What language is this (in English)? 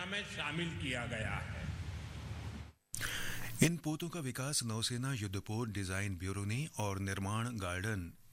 Hindi